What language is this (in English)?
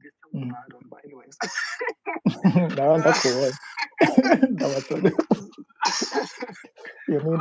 Rundi